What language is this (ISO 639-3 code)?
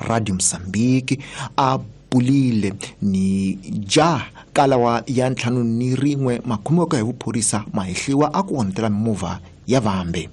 tso